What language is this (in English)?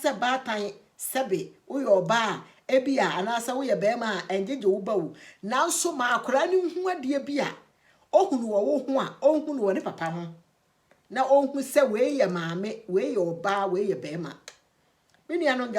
Akan